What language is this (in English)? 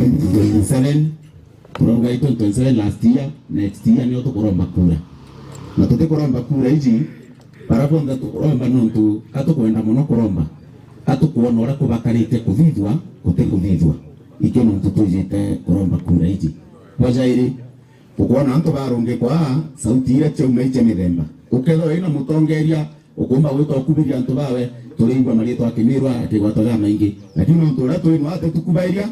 Meru